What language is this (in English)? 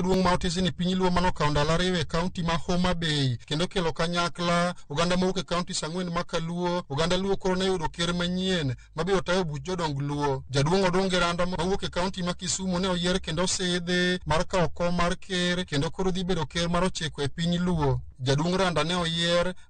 Luo (Kenya and Tanzania)